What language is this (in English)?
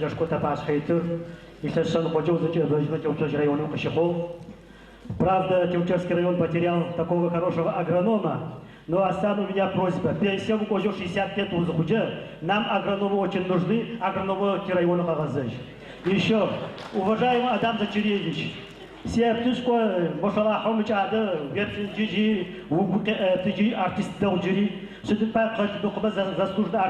Adyghe